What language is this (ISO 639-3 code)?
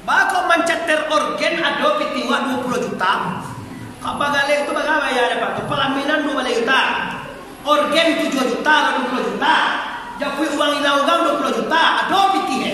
min